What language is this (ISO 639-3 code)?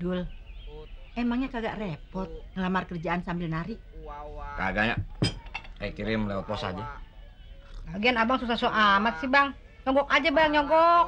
bew